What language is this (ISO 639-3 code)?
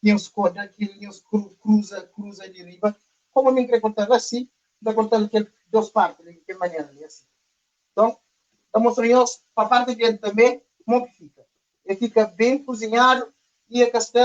kea